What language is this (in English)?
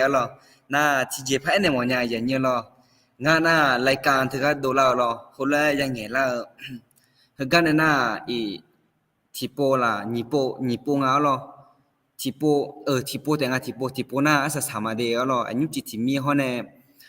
Akha